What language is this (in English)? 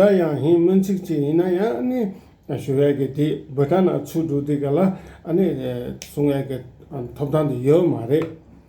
Tibetan